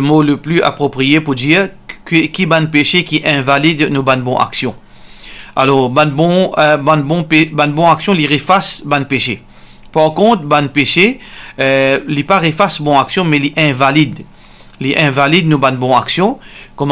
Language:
Morisyen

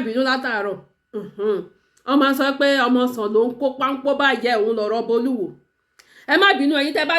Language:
Yoruba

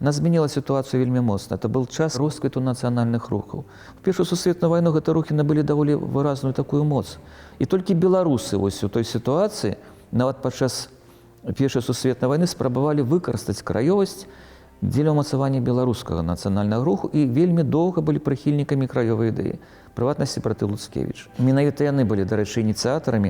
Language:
Belarusian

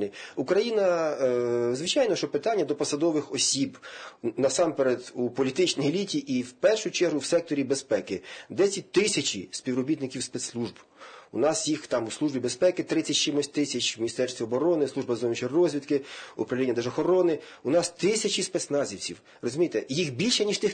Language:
Ukrainian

